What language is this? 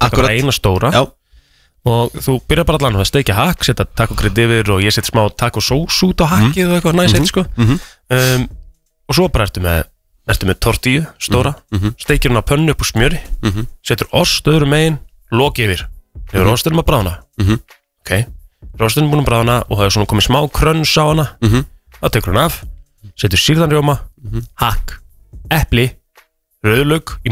Icelandic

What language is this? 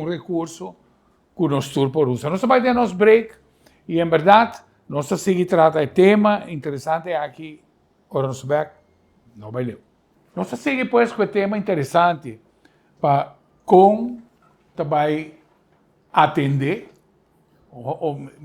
Papiamento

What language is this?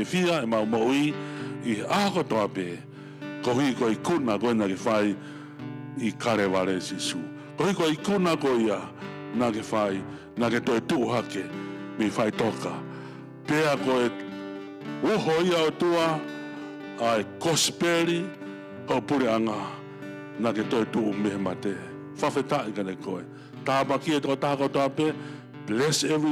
Tongan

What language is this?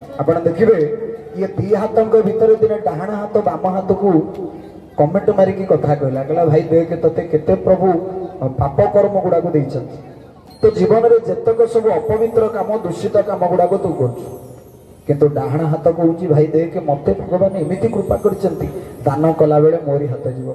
Odia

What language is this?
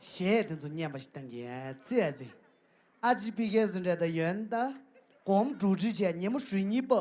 Tibetan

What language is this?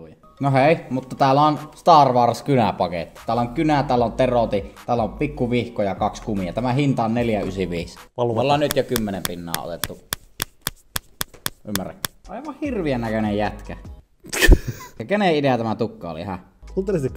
Finnish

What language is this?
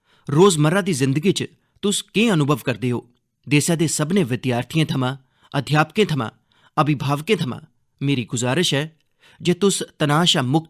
Dogri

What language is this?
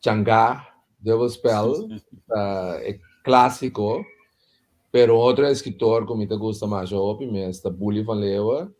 Papiamento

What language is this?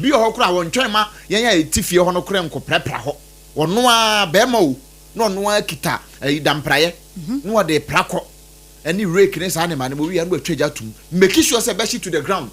Akan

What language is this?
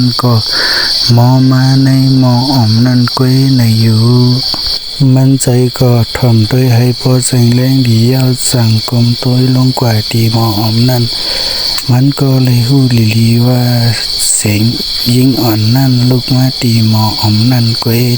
Shan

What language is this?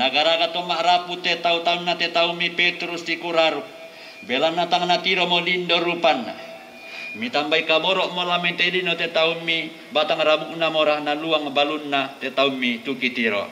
Toraja-Sa'dan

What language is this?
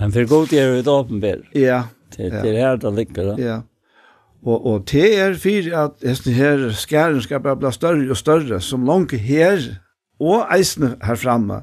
Faroese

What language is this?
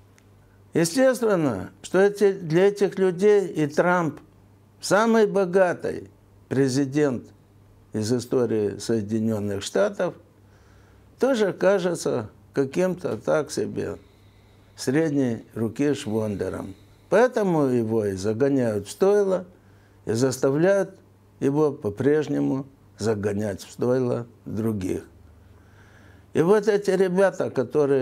Russian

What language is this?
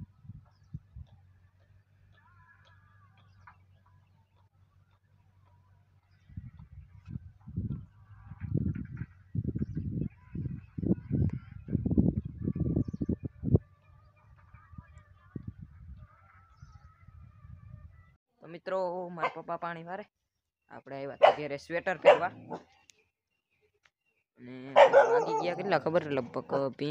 Gujarati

